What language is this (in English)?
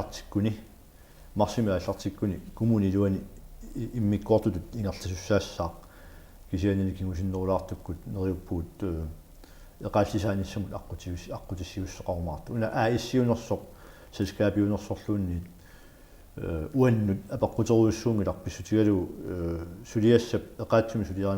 Kalaallisut